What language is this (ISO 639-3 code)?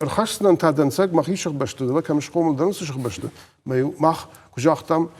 oss